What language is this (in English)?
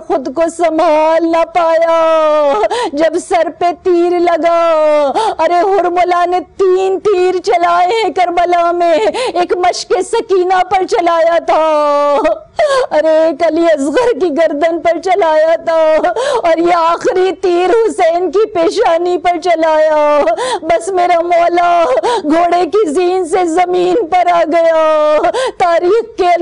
Urdu